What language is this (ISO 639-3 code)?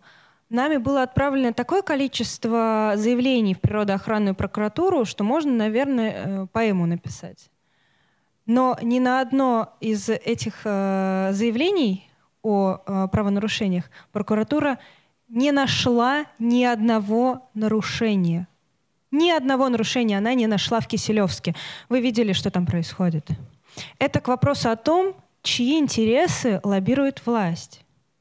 rus